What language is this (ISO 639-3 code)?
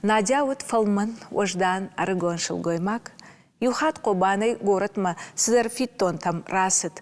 oss